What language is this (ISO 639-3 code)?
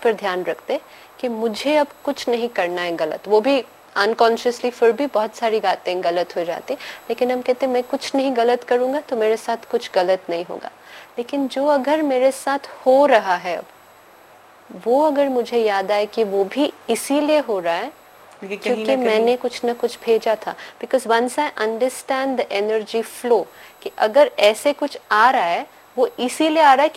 hin